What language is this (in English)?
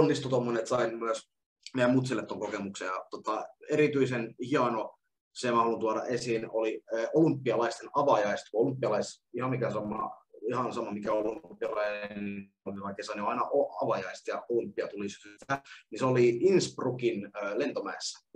Finnish